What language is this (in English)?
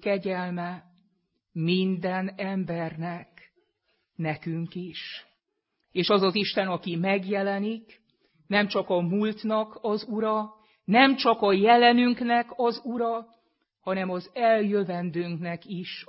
Hungarian